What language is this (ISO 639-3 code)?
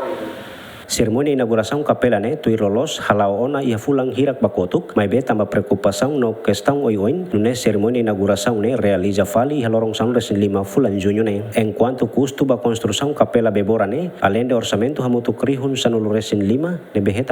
tet